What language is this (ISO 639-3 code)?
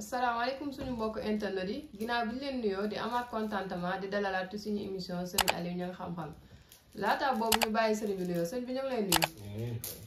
wol